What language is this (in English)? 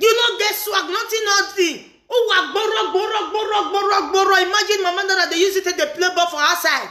Nigerian Pidgin